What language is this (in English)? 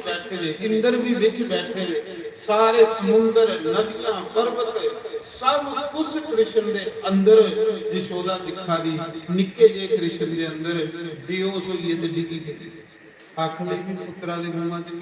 Dogri